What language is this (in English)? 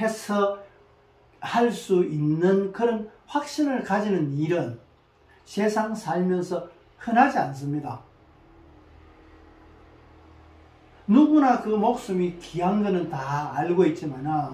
Korean